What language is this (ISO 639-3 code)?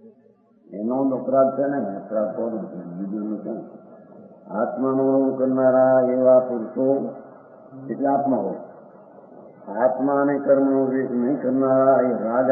guj